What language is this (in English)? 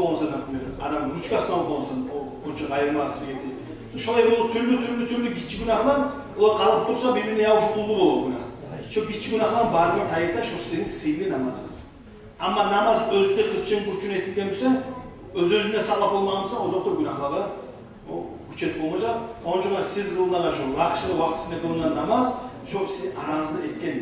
Kumyk